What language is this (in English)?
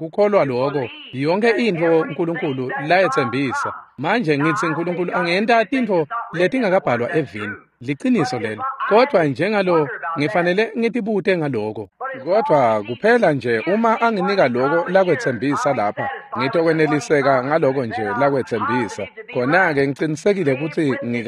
Swati